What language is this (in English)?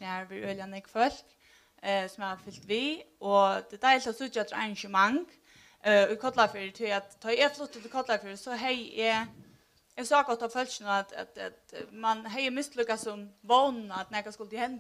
Faroese